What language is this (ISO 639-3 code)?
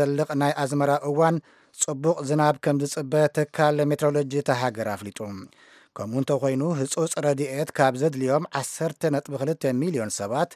tir